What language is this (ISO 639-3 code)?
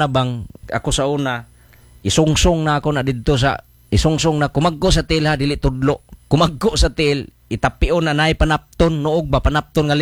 ceb